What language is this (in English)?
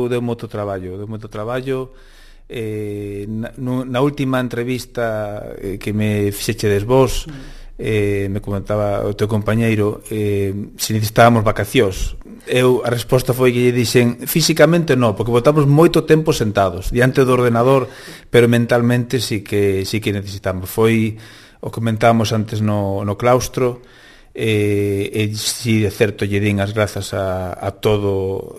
Galician